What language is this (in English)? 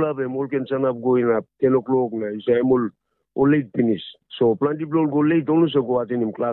Tok Pisin